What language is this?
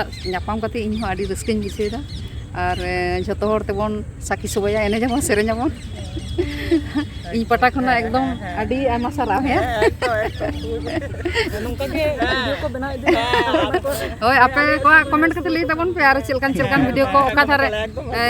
Santali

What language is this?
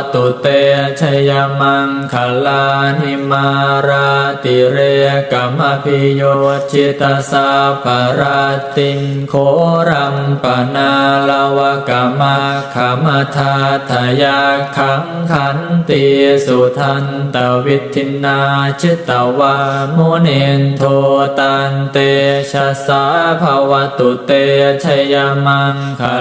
Pali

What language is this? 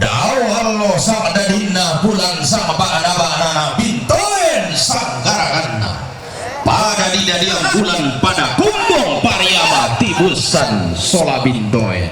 Toraja-Sa'dan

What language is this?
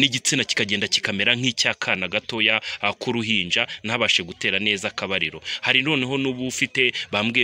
Kinyarwanda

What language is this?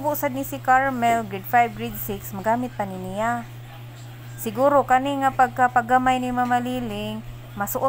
Cebuano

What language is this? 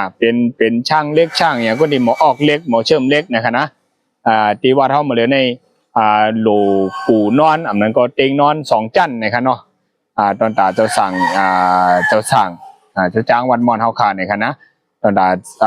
Shan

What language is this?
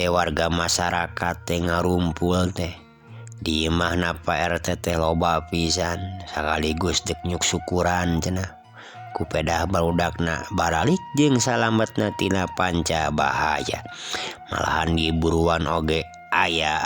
Sundanese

